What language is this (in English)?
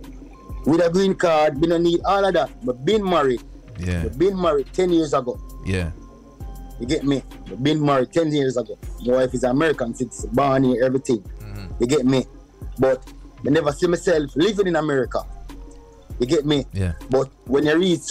Jamaican Creole English